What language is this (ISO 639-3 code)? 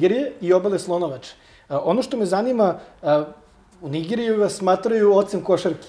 srp